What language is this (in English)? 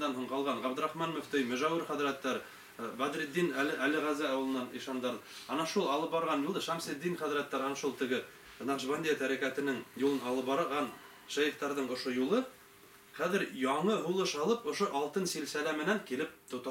Bashkir